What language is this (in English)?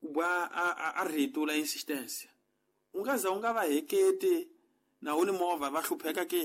Tsonga